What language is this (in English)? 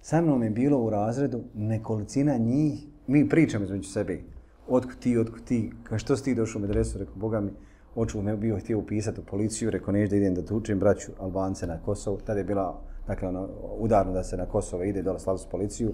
Bosnian